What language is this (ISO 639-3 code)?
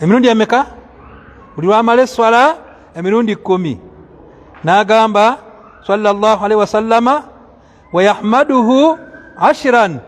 lug